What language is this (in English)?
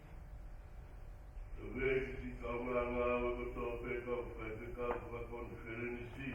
Tongan